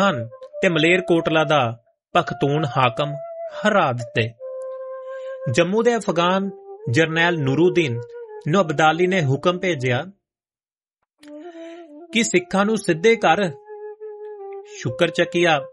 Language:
Punjabi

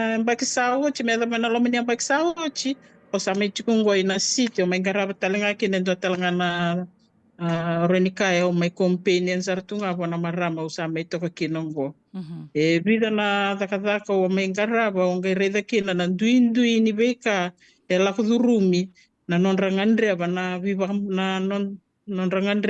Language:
Fijian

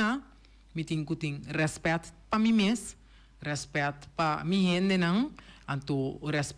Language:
Papiamento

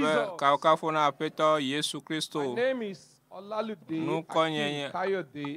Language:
Ewe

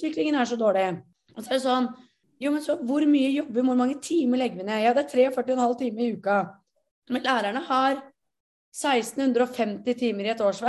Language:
Norwegian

